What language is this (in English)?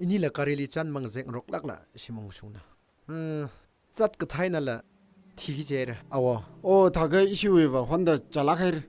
Tangkhul Naga (India)